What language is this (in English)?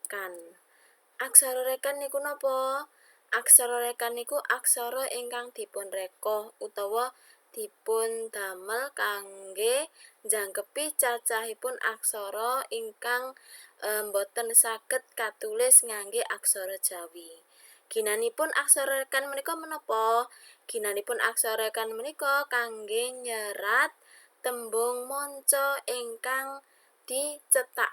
Javanese